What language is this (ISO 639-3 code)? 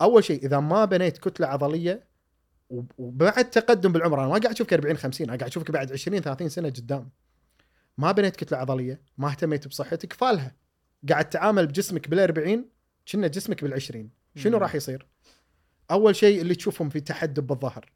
afb